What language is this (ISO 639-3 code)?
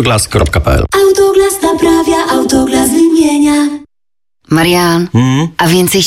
pol